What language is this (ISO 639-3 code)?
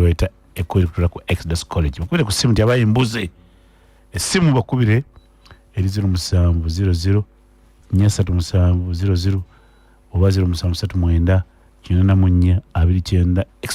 lug